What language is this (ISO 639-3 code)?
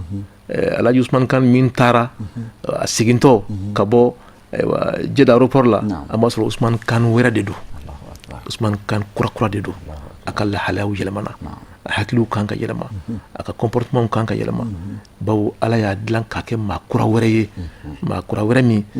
bam